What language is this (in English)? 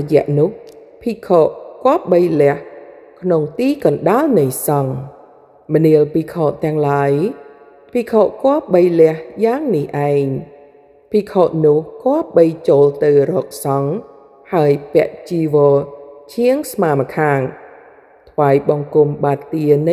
Khmer